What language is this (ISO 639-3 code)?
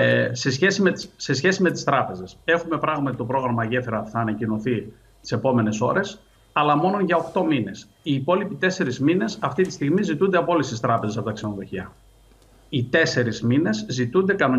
ell